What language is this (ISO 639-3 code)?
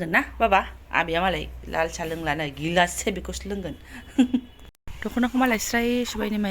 brx